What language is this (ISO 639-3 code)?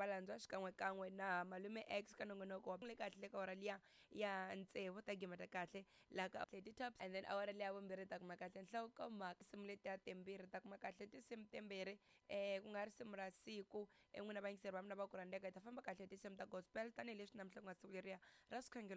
tso